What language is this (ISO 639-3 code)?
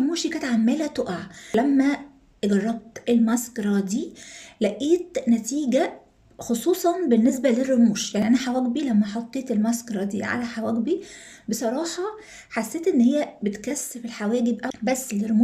arz